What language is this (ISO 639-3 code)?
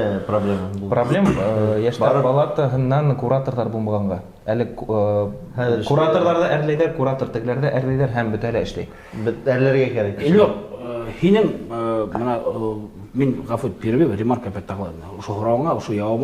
bak